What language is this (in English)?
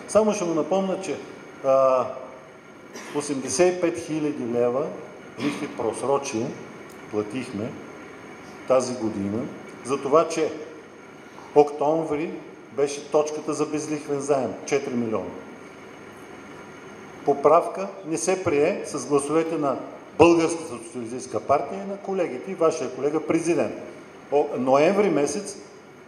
Bulgarian